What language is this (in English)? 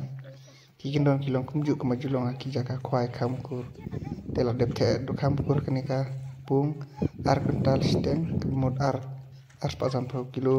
Khasi